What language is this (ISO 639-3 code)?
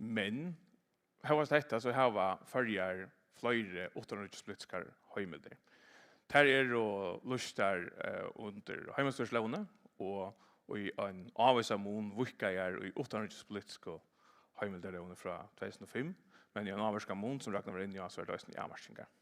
fao